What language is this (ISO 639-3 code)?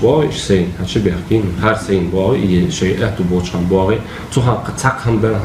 inh